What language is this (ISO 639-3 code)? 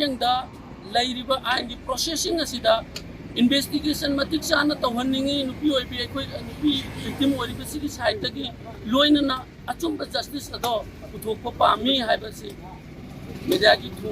mni